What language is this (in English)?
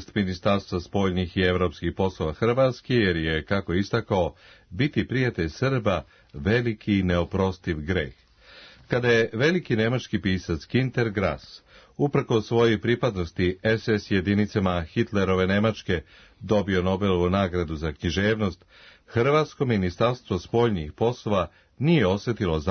Serbian